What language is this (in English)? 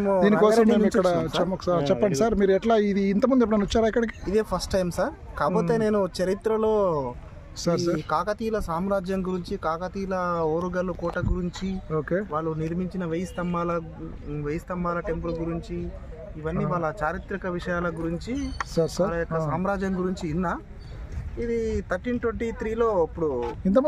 Telugu